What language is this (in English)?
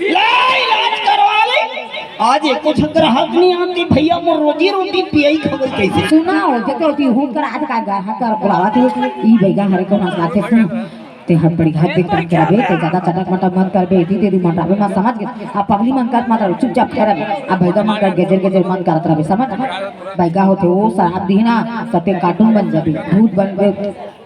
Chhattisgarhi